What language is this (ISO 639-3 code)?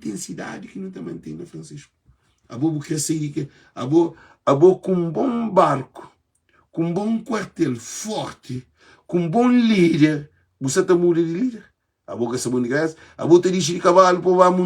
kea